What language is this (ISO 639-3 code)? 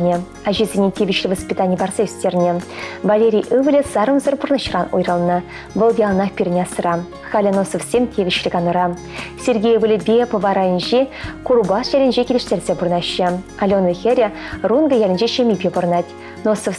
chv